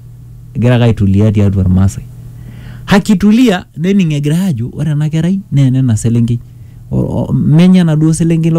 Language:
Masai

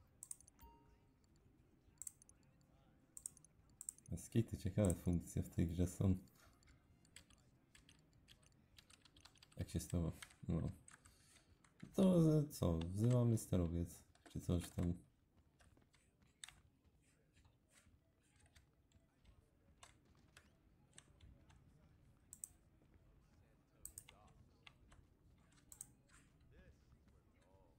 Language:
Polish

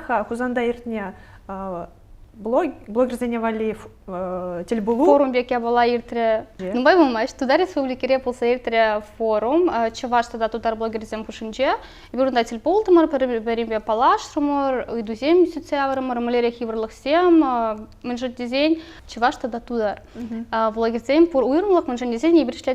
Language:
Chuvash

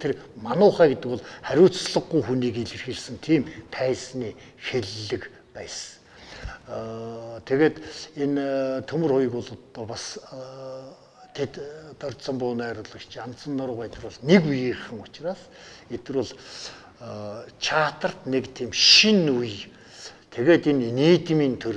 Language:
Mongolian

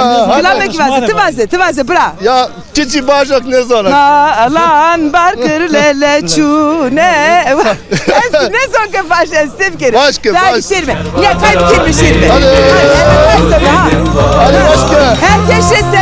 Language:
Zaza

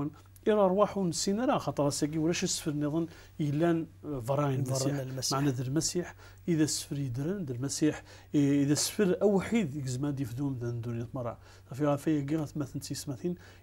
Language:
Kabyle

